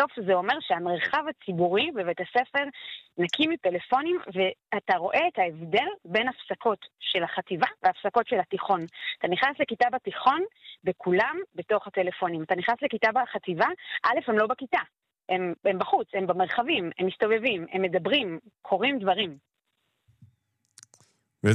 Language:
Hebrew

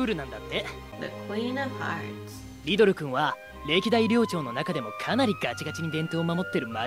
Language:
Japanese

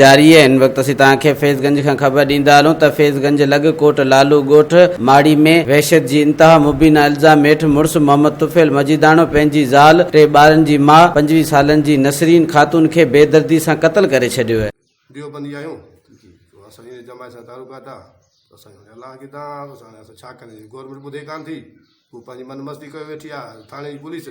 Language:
Sindhi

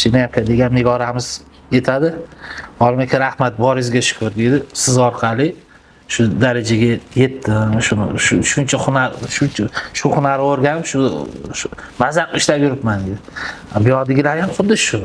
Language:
Uzbek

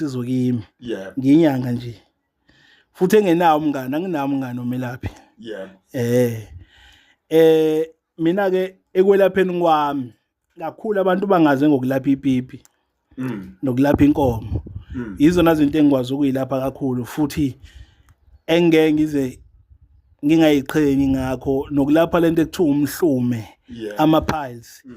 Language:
Zulu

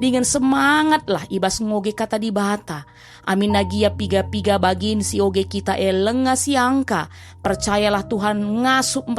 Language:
Batak Karo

